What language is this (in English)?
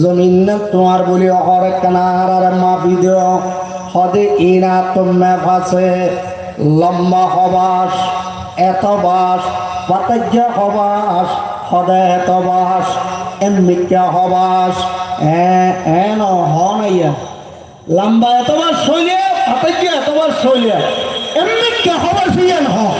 Rohingya